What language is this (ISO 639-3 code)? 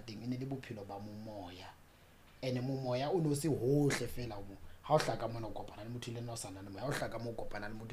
sot